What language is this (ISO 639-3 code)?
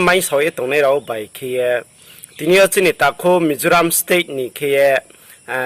ria